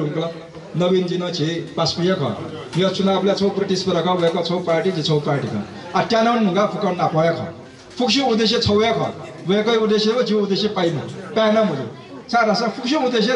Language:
Newari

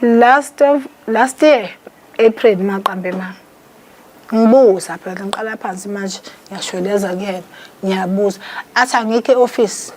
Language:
Zulu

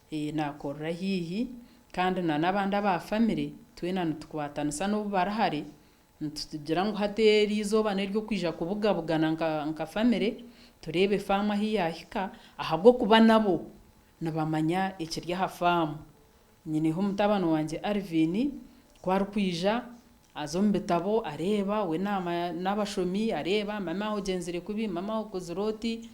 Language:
Nyankole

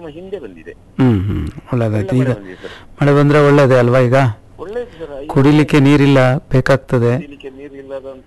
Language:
Kannada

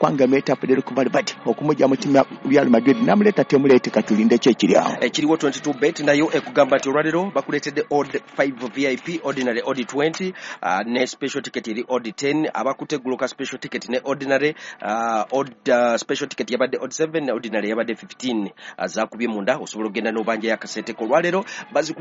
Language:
Ganda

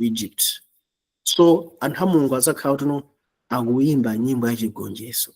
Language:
Nyanja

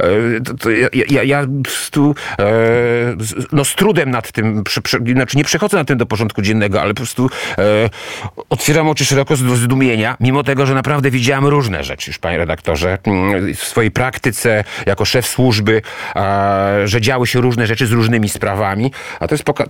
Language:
Polish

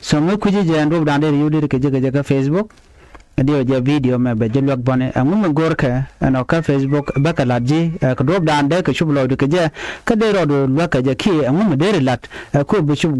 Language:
Nuer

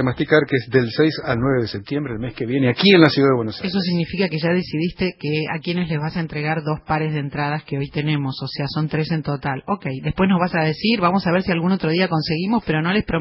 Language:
Spanish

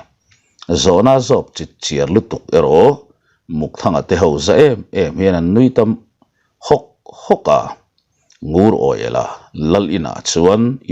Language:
Mizo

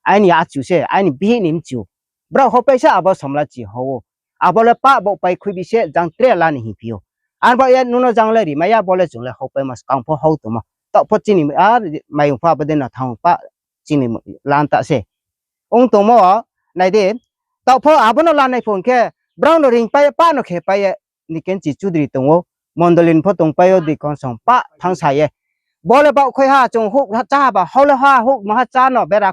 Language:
Riang (India)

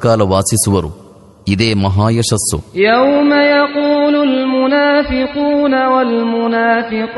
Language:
Kannada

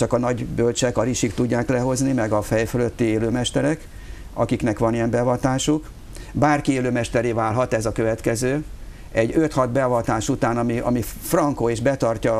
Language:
Hungarian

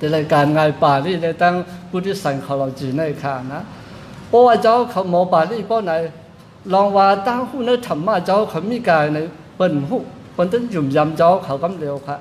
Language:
Shan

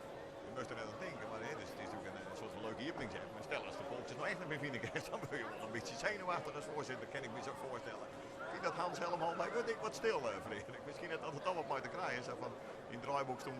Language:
Western Frisian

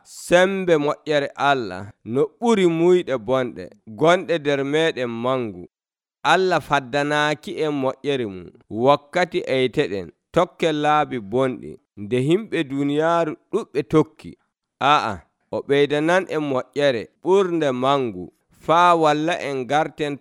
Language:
Nigerian Fulfulde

